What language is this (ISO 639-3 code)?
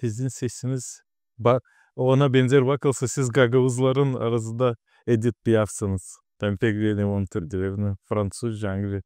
gag